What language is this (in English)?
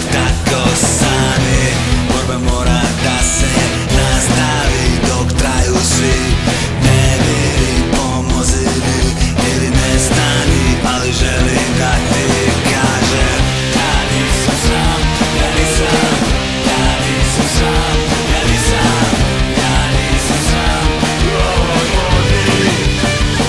Serbian